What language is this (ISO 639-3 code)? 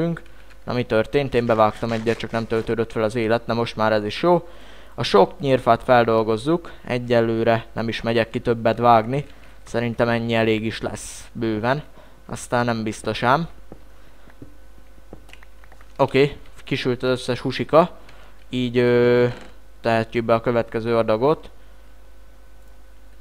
hun